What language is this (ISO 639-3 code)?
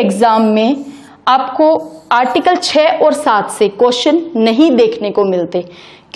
hin